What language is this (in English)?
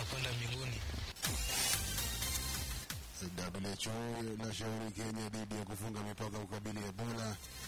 Swahili